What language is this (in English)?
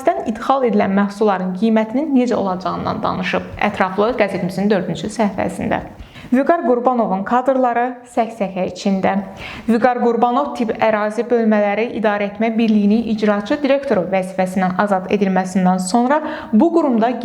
Azerbaijani